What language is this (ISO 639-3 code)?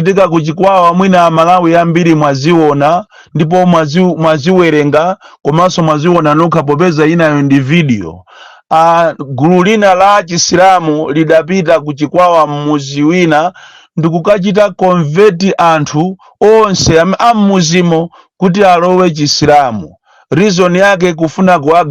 nya